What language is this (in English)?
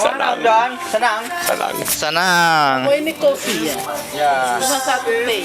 Ambonese Malay